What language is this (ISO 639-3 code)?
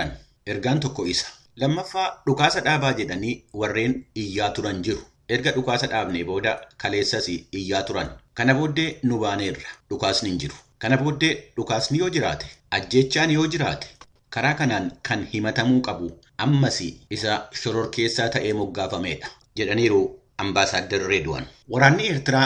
orm